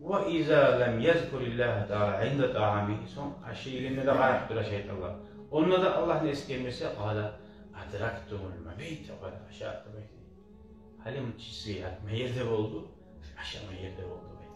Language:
Kumyk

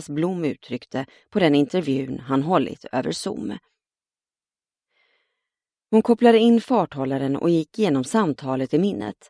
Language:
Swedish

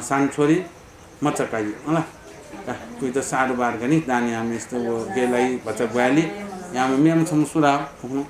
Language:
Newari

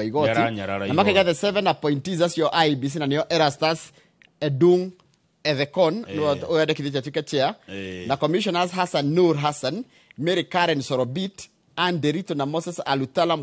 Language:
Kikuyu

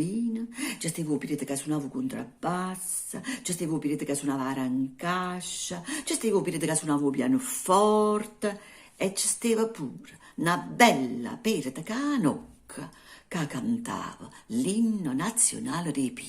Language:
Neapolitan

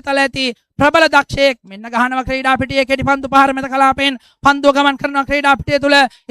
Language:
Sinhala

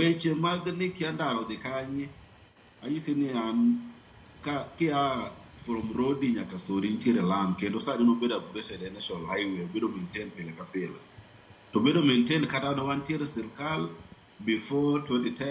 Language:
Luo (Kenya and Tanzania)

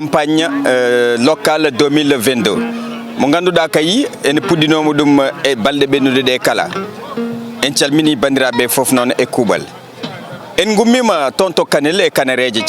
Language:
Fula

